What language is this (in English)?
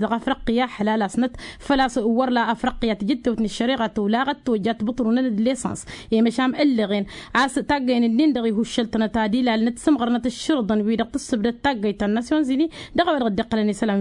Tamasheq